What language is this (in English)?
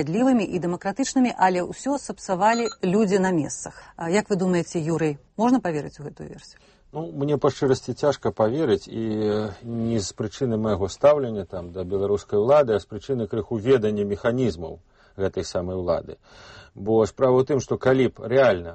Belarusian